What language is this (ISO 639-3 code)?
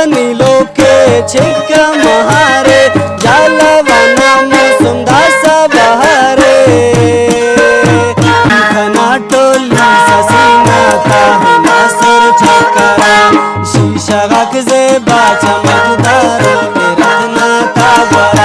brh